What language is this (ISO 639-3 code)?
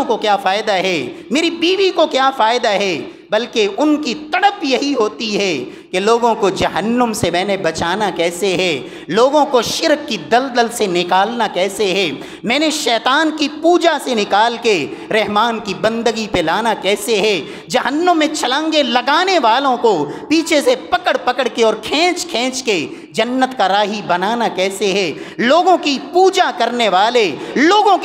urd